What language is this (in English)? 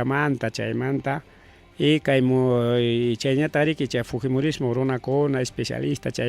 Ayacucho Quechua